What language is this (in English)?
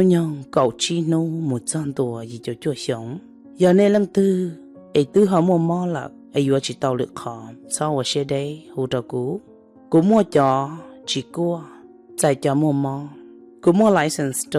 Hmong